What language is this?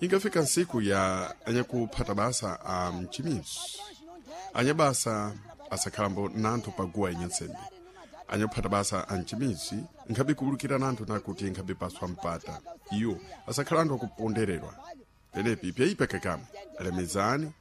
Sena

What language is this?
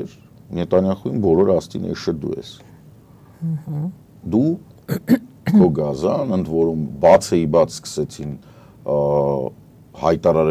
Armenian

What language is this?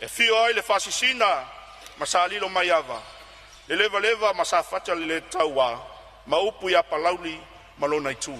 Samoan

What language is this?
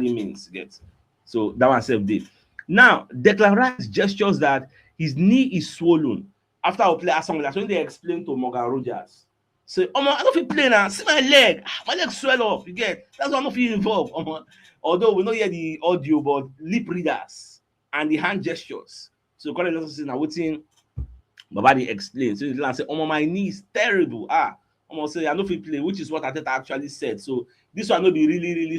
Nigerian Pidgin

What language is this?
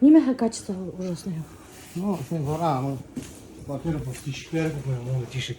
Bashkir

